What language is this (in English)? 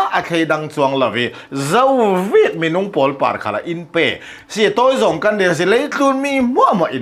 Hakha Chin